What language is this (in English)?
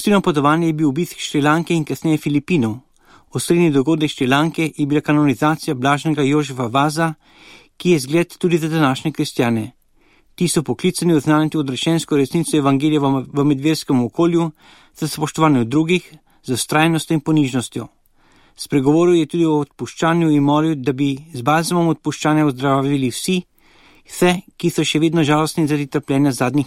Slovenian